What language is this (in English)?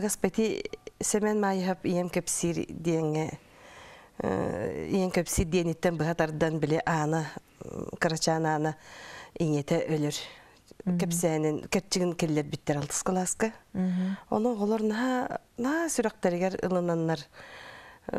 Yakut